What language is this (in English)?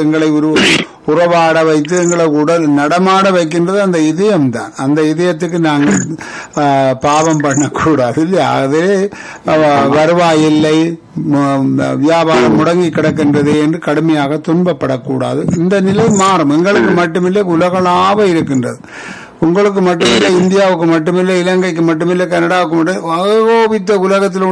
Tamil